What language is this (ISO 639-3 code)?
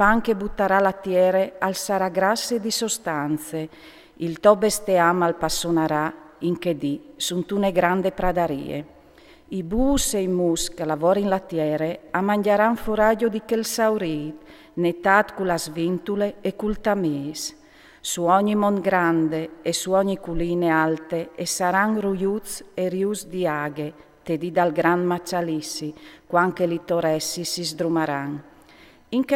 fur